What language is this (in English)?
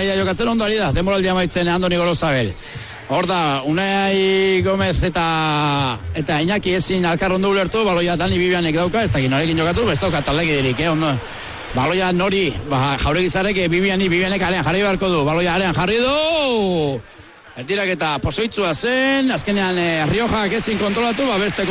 Basque